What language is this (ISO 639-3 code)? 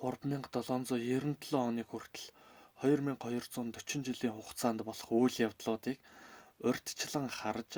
mon